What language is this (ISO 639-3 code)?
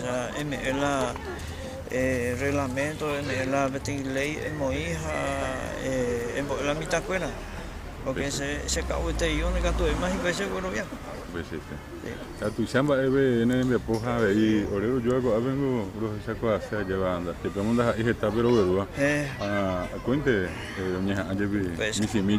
grn